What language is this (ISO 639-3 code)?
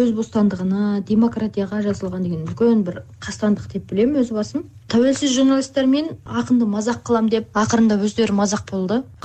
kir